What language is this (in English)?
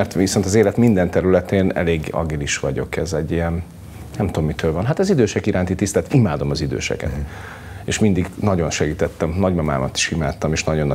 Hungarian